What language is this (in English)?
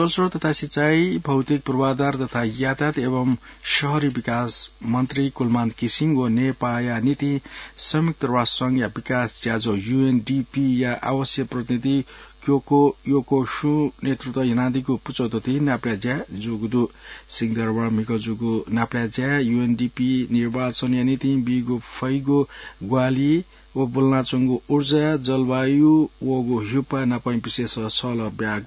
Newari